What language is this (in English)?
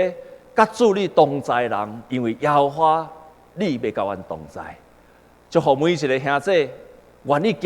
Min Nan Chinese